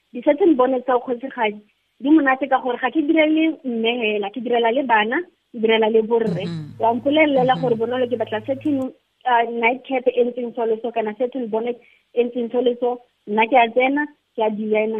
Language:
Tswana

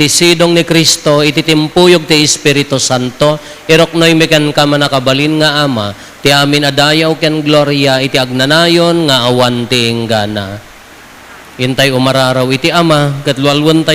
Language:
Iloko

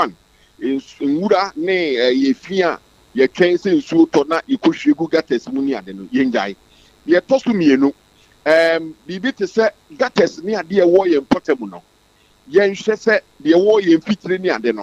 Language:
Akan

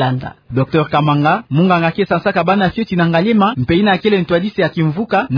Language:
Kituba (Democratic Republic of Congo)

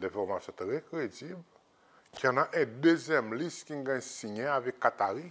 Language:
Seselwa Creole French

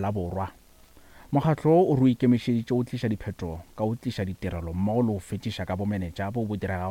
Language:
Northern Sotho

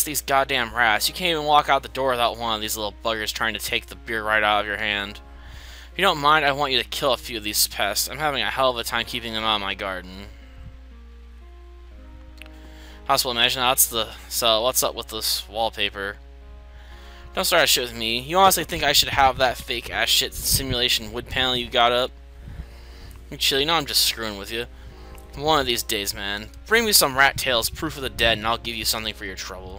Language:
English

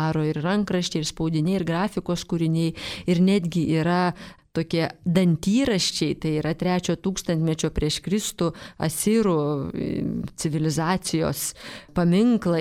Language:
Lithuanian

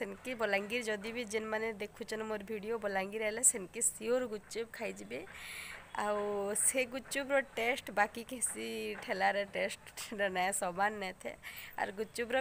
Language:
Sambalpuri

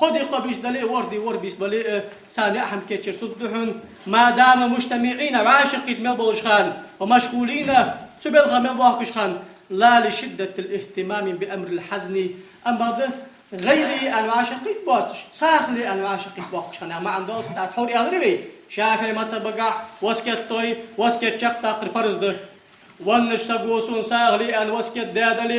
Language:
Ingush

